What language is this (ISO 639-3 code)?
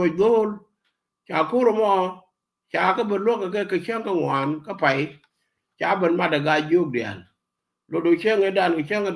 nus